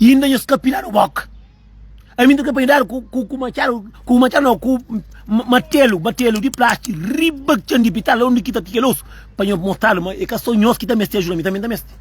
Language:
Kabuverdianu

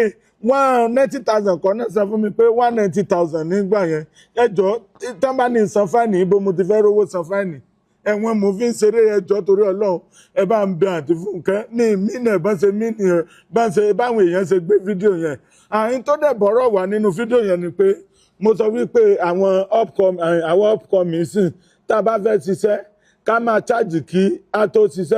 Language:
Yoruba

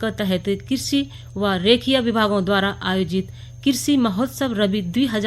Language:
Garhwali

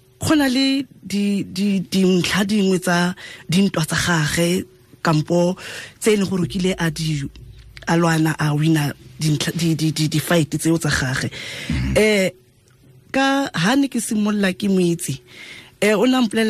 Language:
Tswana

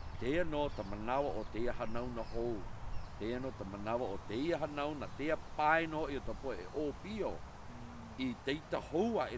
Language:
Hawaiian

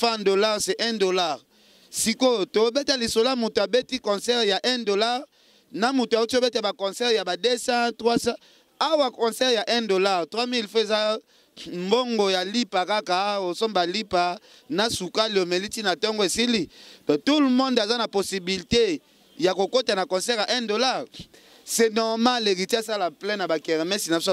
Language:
Lingala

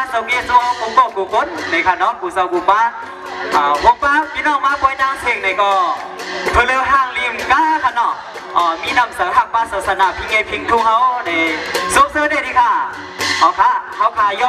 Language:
Shan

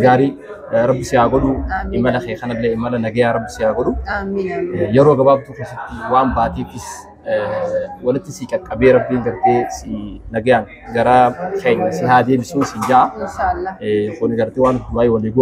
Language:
Oromo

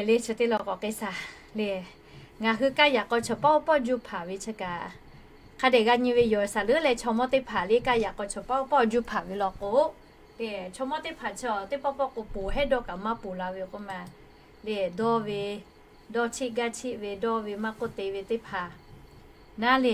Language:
Lahu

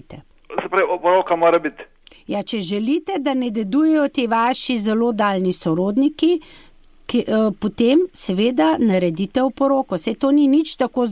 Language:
Slovenian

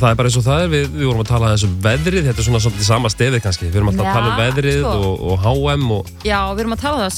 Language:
Icelandic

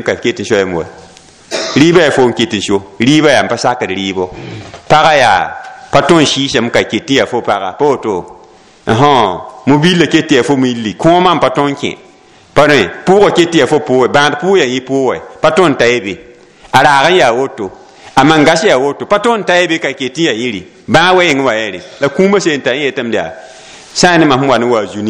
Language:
Mossi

